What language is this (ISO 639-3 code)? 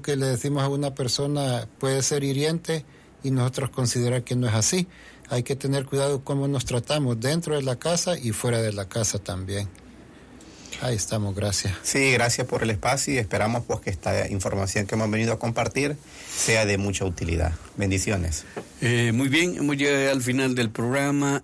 spa